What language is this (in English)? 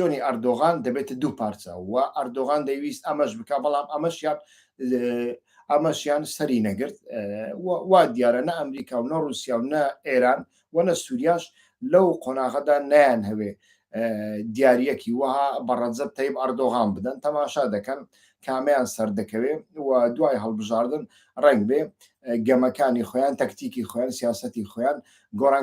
Central Kurdish